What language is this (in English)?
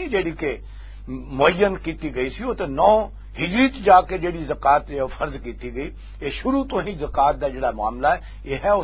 Western Panjabi